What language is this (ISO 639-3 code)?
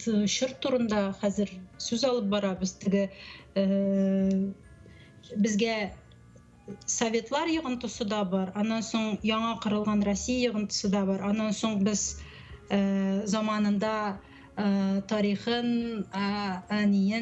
tat